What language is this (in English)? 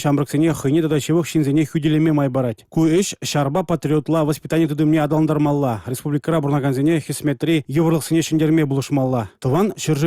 Chuvash